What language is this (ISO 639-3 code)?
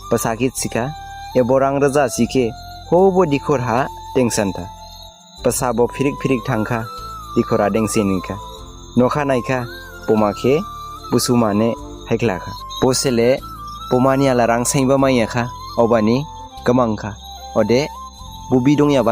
dis